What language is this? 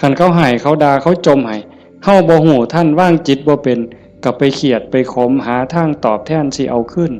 Northeastern Thai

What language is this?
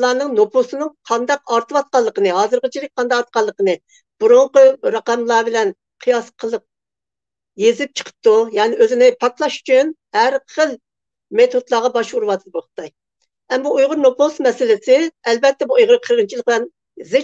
Uyghur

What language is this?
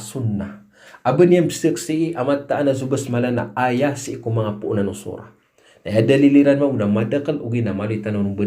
Maranao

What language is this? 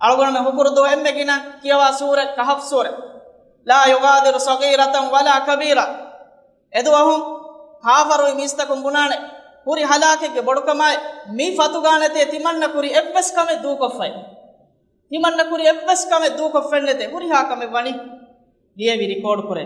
Divehi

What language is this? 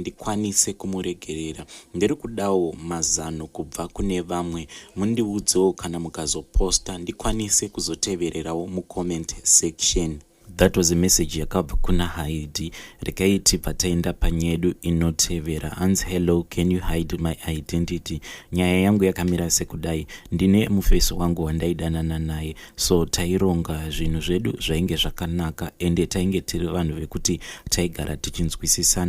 Shona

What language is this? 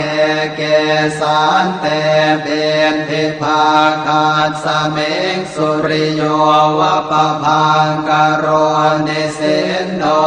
Pali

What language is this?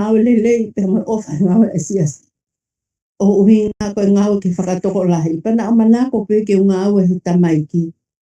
Tongan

